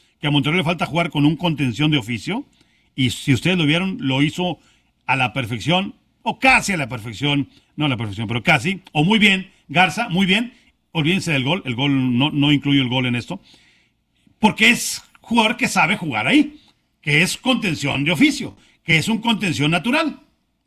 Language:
Spanish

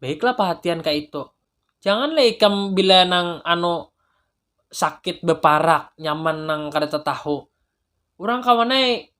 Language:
Banjar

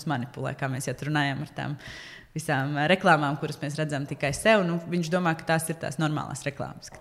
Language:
Latvian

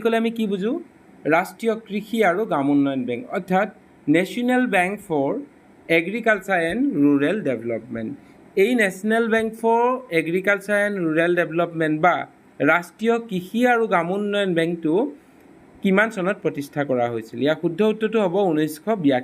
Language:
Assamese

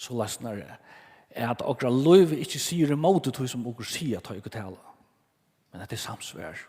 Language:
Faroese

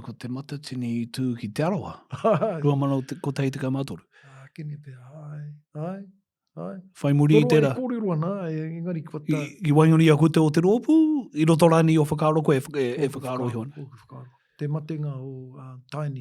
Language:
Māori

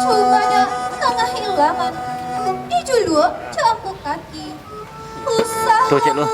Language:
Minangkabau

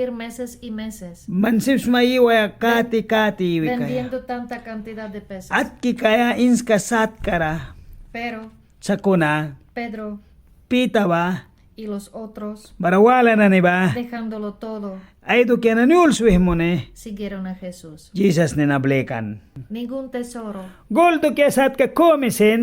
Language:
Mískito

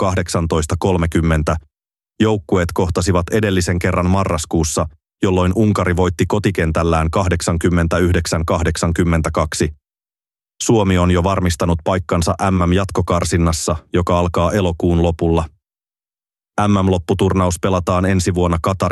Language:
Finnish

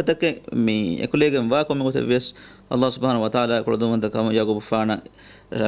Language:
Divehi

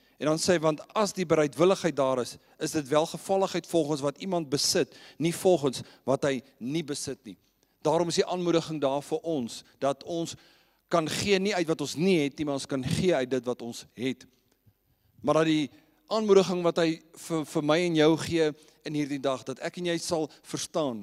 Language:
Afrikaans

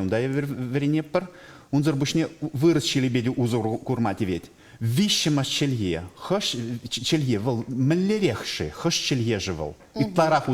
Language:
Chuvash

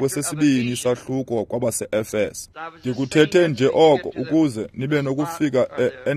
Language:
Xhosa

